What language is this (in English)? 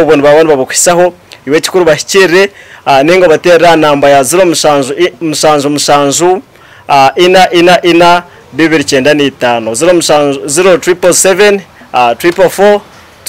Nyankole